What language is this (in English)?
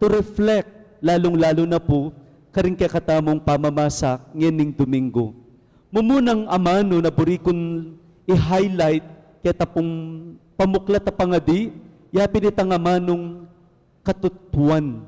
Pampanga